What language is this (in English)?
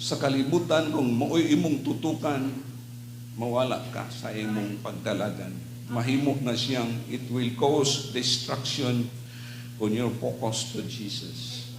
Cebuano